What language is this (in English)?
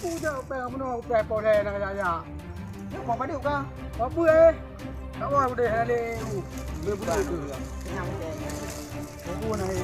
Achinese